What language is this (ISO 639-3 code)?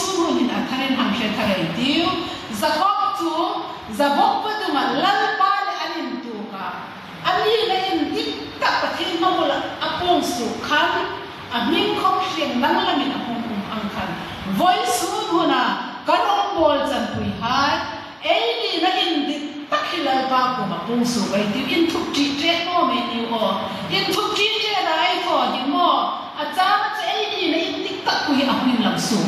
hmr